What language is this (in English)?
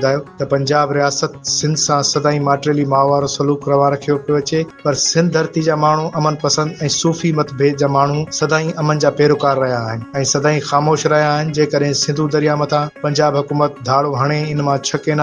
Sindhi